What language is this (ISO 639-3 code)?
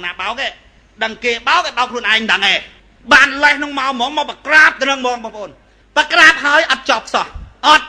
khm